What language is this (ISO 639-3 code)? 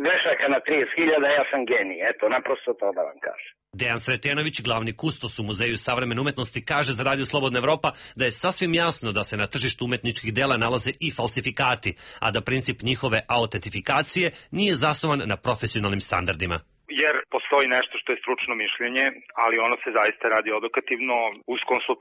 srp